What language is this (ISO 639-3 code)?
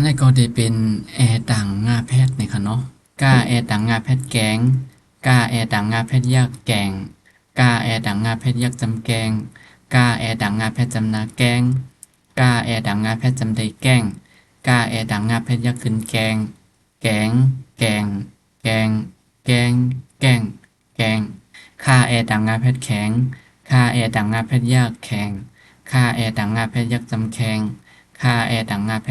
shn